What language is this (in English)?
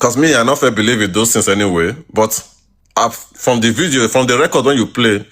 Nigerian Pidgin